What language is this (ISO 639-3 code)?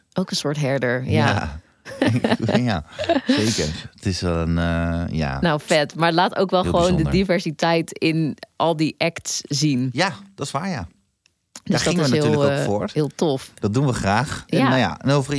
nld